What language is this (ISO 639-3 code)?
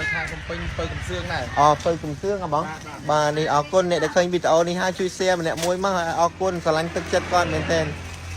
khm